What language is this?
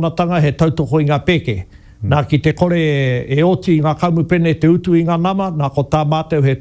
Māori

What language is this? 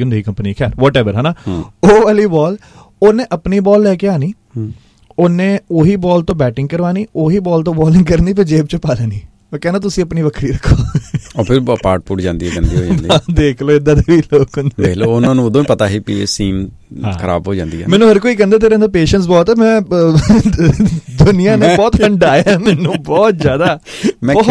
Punjabi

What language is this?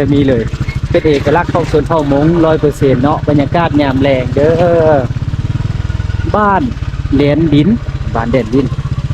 Lao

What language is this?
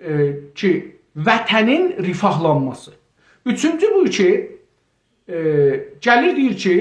South Azerbaijani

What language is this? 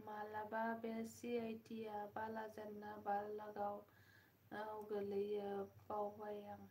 Bodo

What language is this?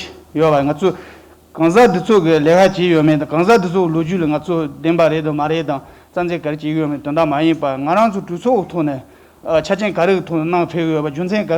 Tibetan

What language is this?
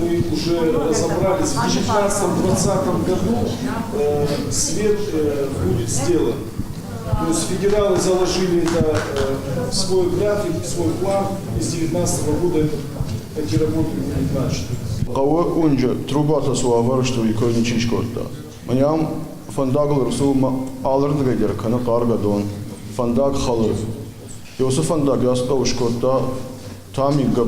Ossetic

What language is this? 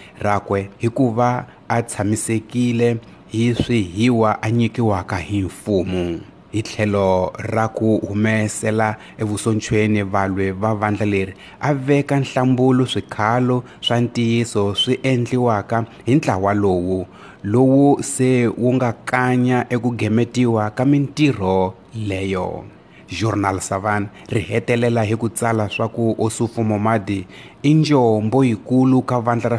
Tsonga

